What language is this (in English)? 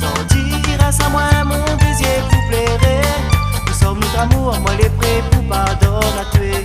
Réunion Creole French